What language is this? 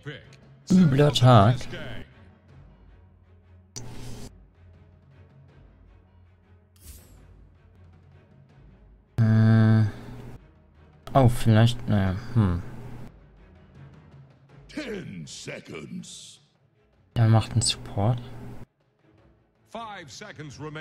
German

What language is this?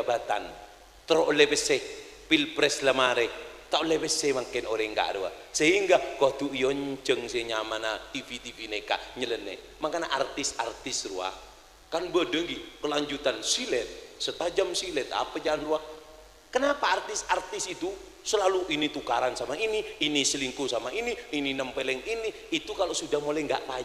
Madurese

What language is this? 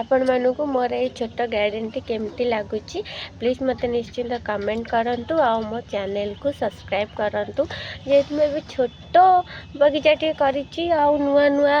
Odia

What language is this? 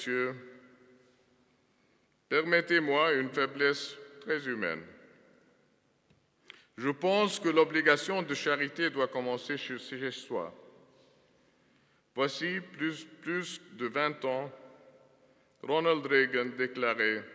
French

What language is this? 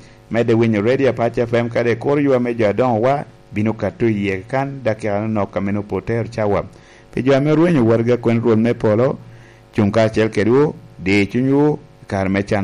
Lango (Uganda)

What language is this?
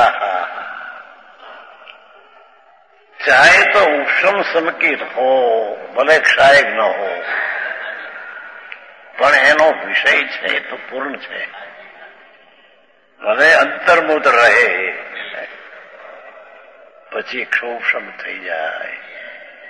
Gujarati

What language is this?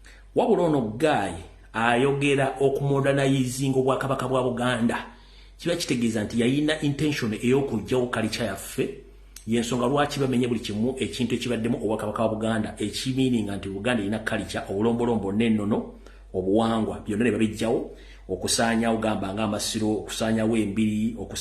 Ganda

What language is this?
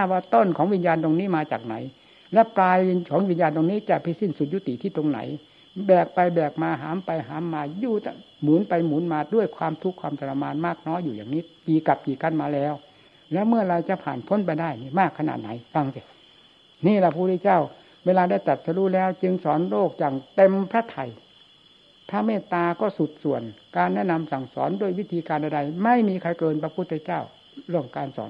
Thai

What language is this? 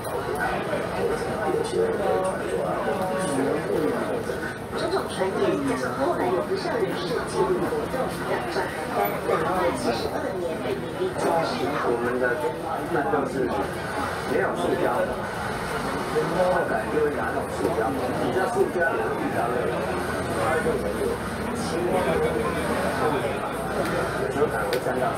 Chinese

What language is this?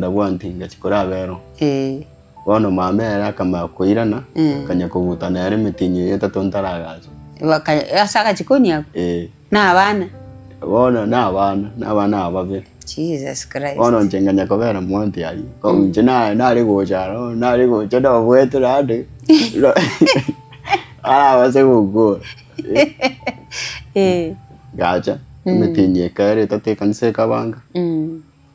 Gusii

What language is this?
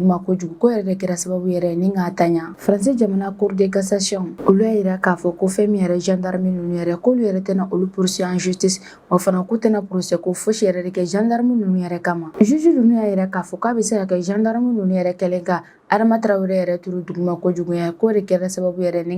Bambara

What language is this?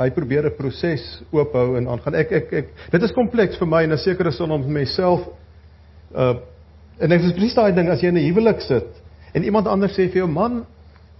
Afrikaans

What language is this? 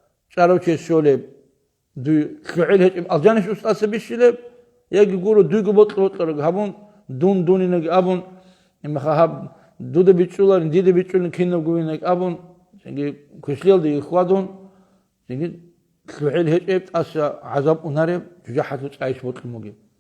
Avaric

